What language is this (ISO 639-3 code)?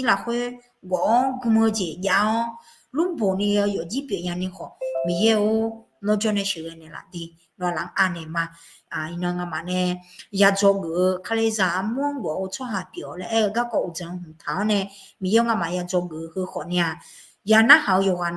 ahk